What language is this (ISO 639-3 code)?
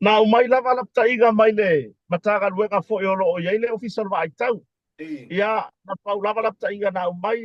smo